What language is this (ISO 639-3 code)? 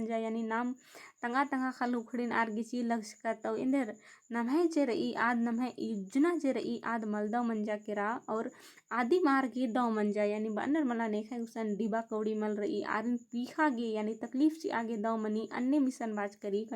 kru